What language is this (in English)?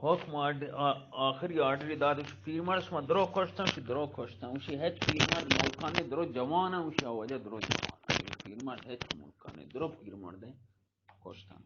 Eastern Balochi